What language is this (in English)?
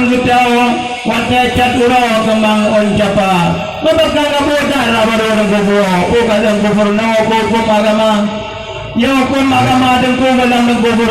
Achinese